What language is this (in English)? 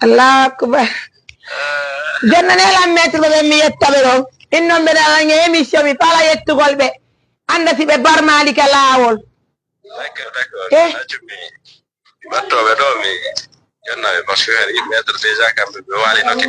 Fula